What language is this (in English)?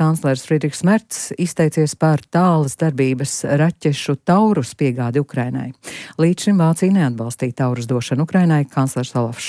Latvian